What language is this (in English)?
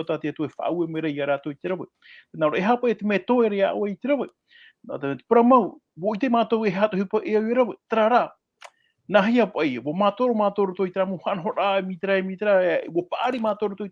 Tahitian